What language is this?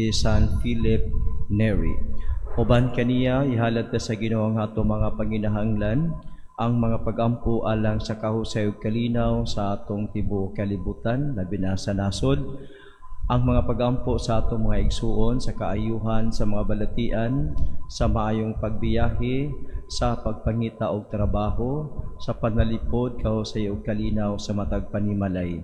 Cebuano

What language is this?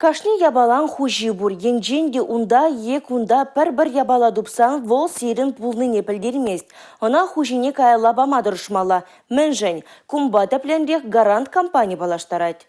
Chuvash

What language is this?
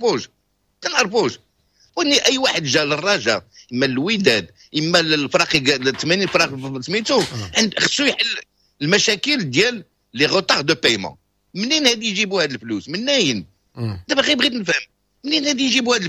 Moroccan Arabic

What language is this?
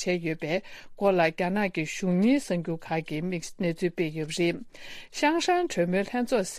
Tibetan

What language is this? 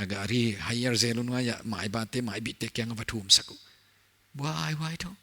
Paite Chin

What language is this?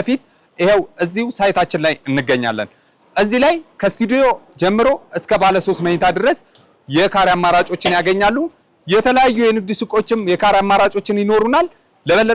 Amharic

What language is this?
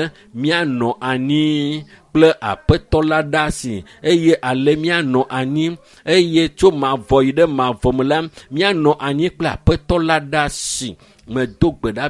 Ewe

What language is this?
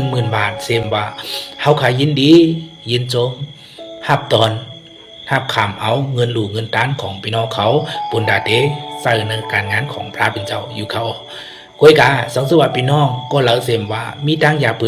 Shan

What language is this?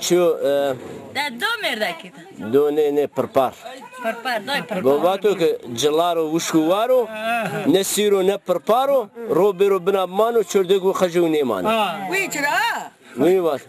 Zaza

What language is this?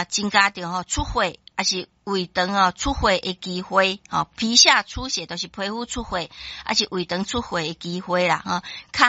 Min Nan Chinese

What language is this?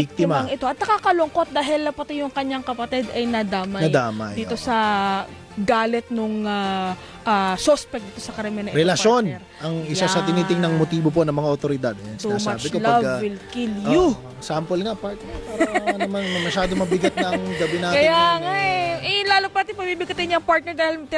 Filipino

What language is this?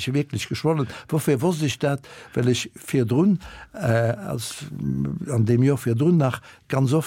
Luxembourgish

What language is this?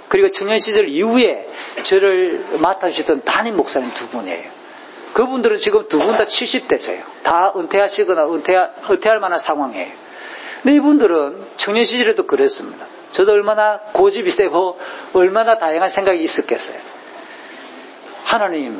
Korean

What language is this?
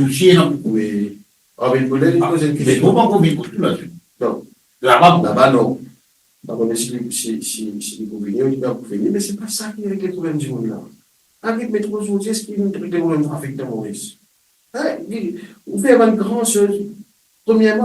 Morisyen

